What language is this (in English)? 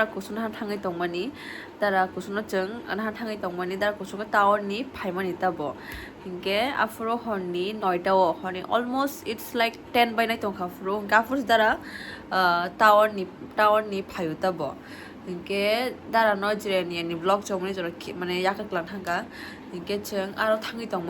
Kok Borok